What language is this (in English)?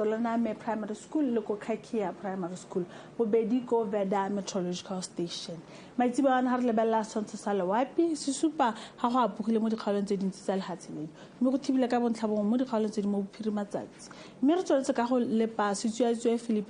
Tswana